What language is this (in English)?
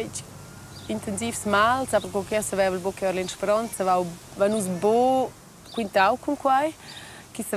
Romansh